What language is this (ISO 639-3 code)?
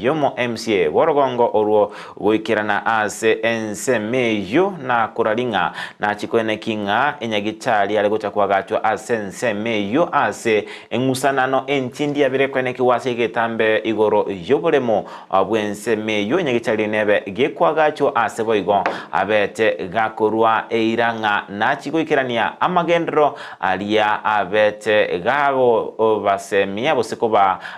guz